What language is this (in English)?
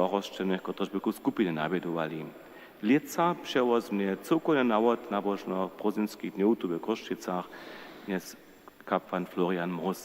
Upper Sorbian